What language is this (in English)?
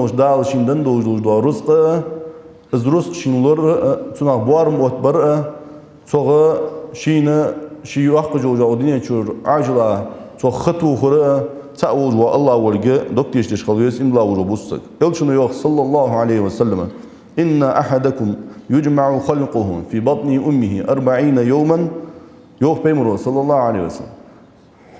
Ingush